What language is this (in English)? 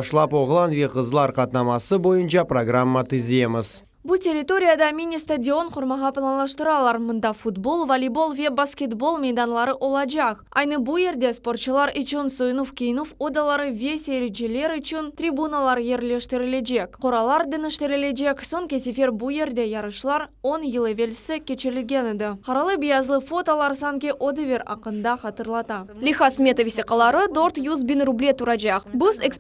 Crimean Tatar